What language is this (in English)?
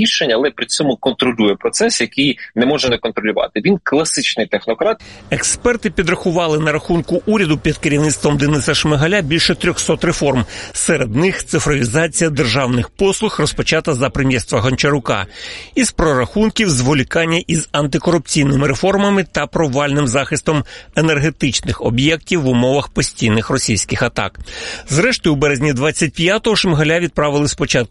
Ukrainian